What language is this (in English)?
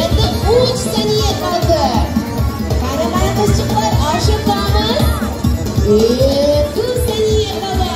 Crimean Tatar